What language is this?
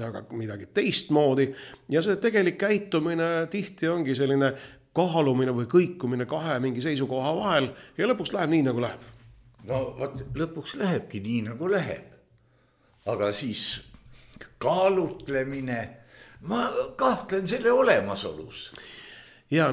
Estonian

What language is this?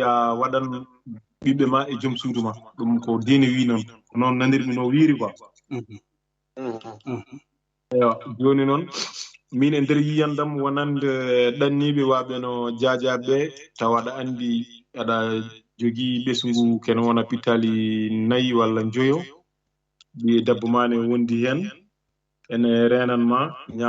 Fula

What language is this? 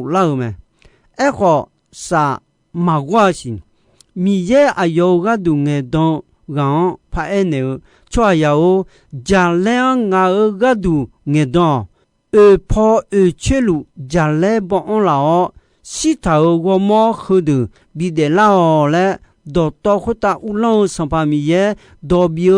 Akha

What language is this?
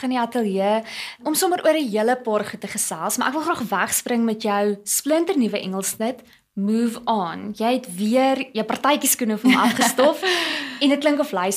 Afrikaans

